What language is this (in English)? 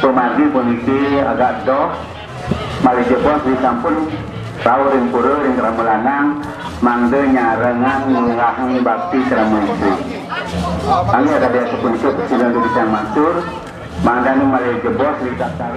Balinese